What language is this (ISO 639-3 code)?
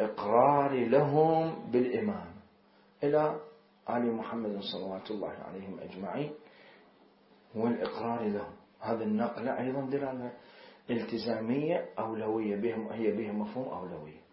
ara